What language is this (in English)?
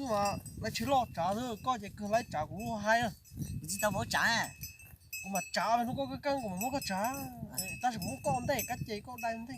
Hmong